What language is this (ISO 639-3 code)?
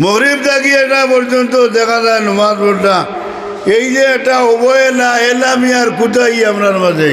syl